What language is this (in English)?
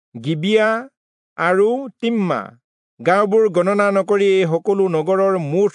Assamese